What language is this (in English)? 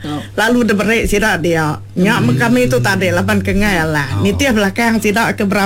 Iban